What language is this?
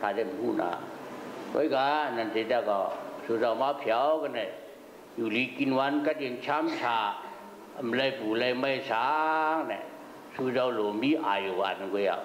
Shan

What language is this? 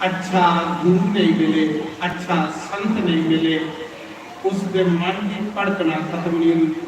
Dogri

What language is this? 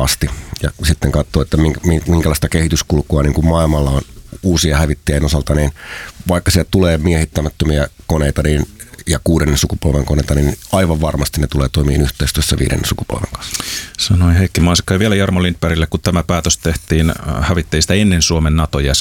Finnish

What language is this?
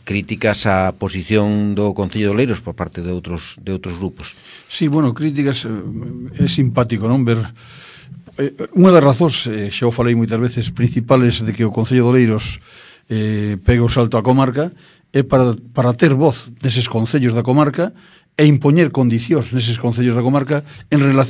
Galician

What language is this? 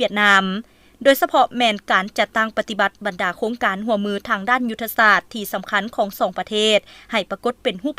Lao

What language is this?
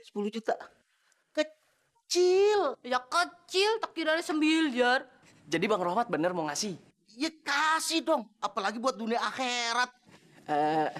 Betawi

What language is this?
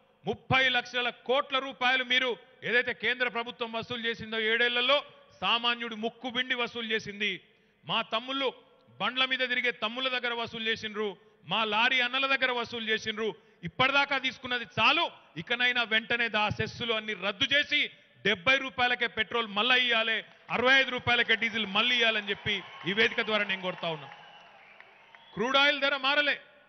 Telugu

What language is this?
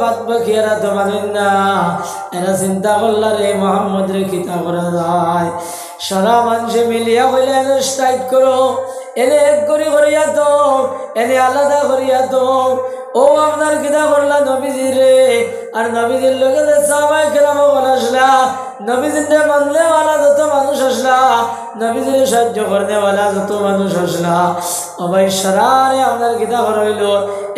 Sylheti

